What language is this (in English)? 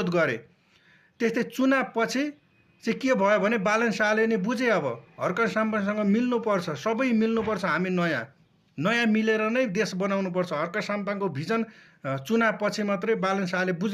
Nepali